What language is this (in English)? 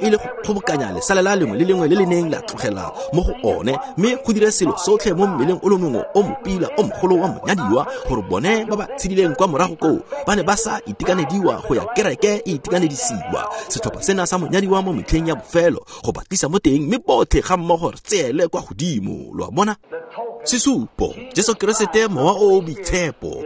Tswana